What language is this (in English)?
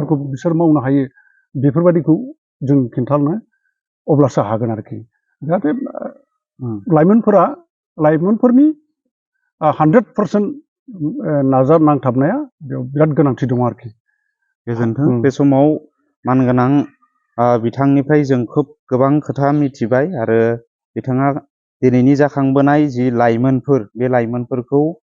Bodo